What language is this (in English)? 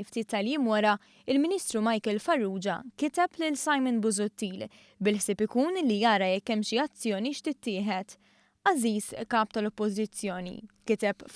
Maltese